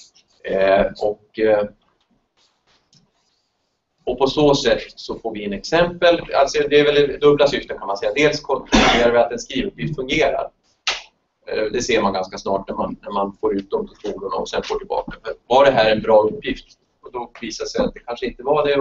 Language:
Swedish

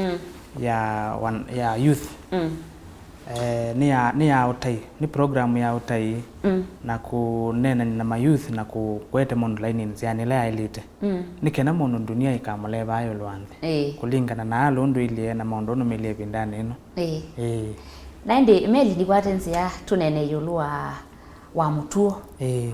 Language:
Kamba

